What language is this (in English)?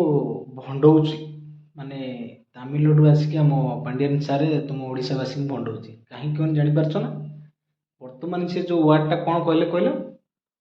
Odia